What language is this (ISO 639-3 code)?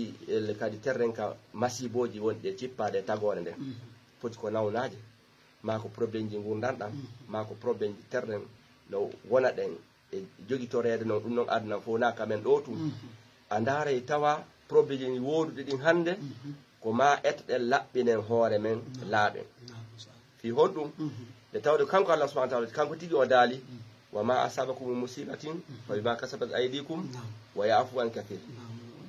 ful